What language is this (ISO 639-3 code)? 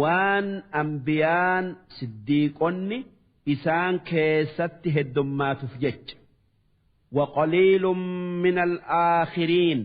orm